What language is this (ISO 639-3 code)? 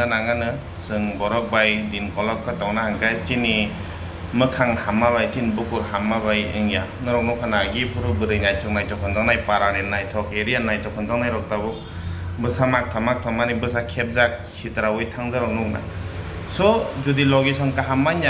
trp